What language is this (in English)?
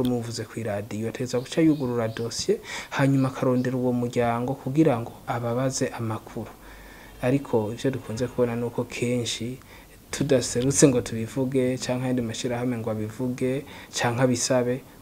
Rundi